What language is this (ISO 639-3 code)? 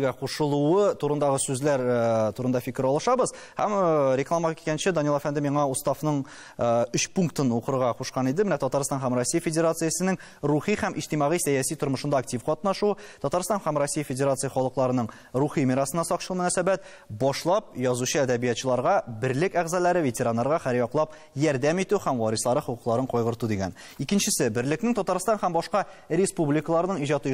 tat